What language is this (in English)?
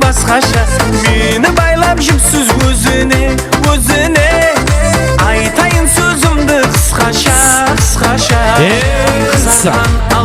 Kara-Kalpak